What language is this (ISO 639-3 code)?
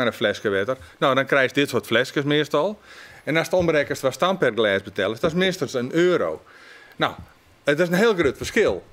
fry